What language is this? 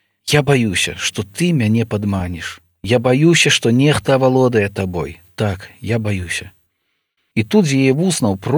Belarusian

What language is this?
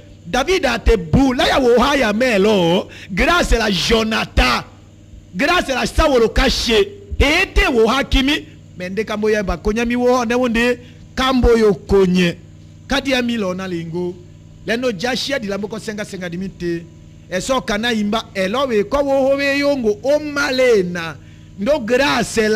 Tetela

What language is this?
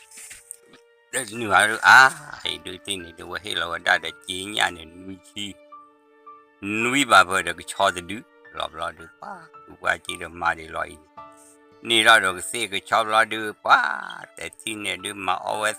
S'gaw Karen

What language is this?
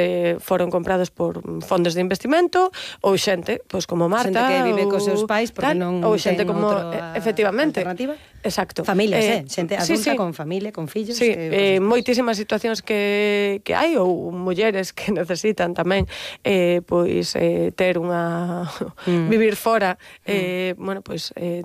Galician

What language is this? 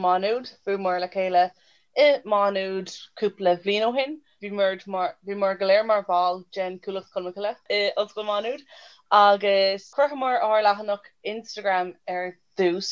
Irish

